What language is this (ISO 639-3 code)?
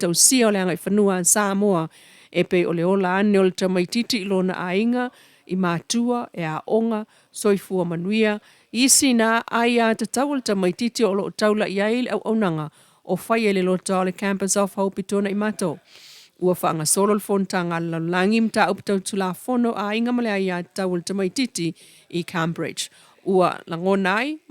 smo